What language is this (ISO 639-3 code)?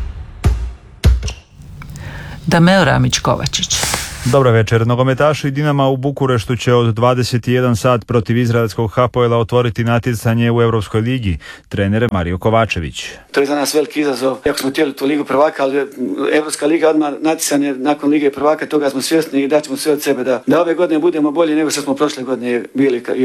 hrv